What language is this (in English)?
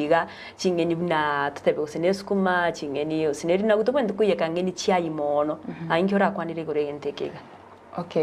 Gusii